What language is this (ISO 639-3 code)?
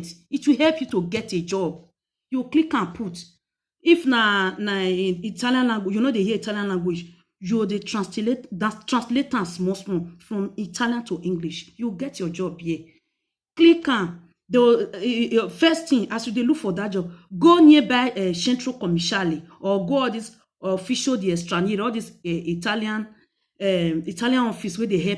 pcm